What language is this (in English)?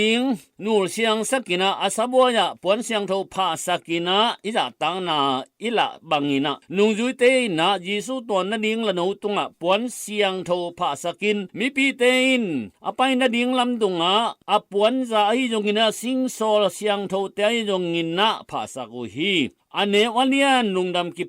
Tedim Chin